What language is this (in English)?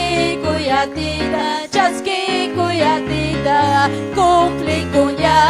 Ayacucho Quechua